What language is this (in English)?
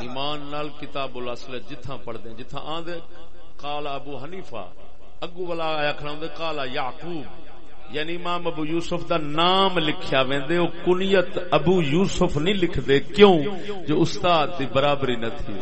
Saraiki